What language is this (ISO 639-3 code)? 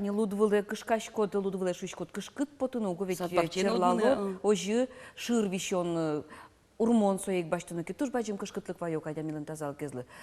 udm